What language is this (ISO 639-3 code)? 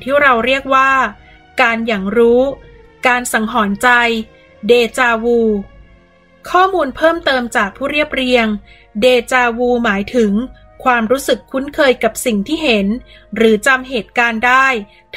tha